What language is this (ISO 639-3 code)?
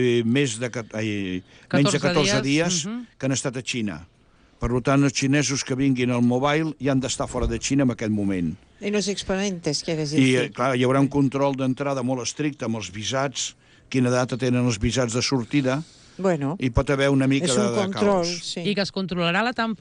cat